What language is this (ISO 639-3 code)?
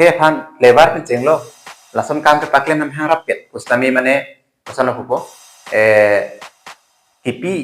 mjw